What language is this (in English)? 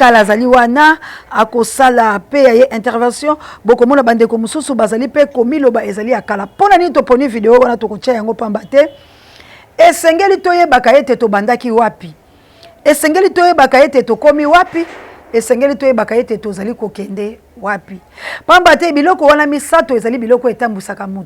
Lingala